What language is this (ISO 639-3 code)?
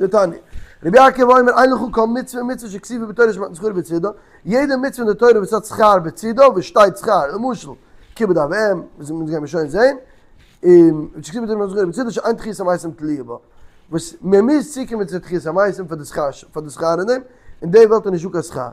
yid